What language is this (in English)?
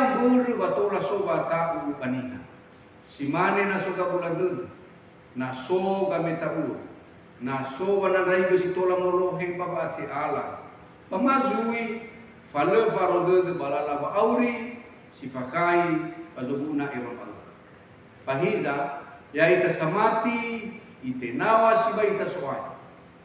Nias